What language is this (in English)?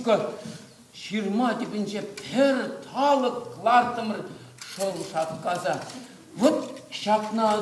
Chuvash